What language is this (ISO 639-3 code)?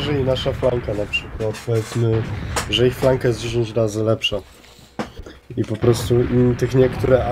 pol